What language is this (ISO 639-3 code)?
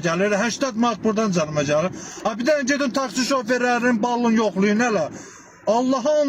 aze